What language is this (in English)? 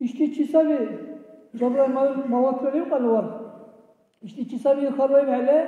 Dargwa